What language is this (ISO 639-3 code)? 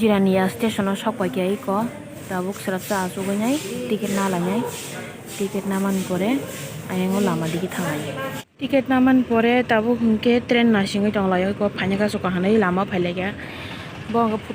trp